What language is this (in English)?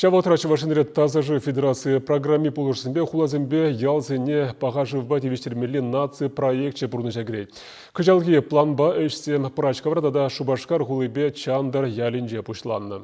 Chuvash